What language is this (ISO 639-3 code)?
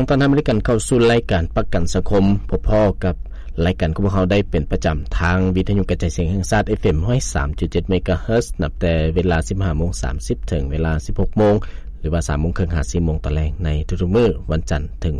lao